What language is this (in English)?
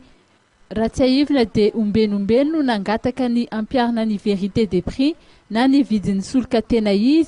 Malagasy